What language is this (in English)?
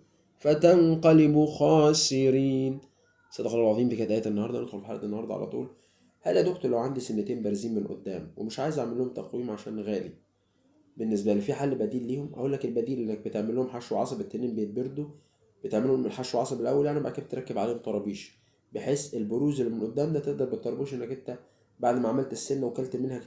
Egyptian Arabic